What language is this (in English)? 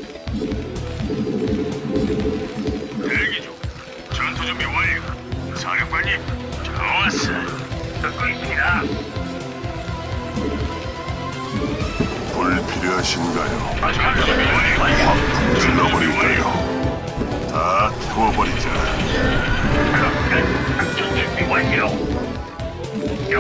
Korean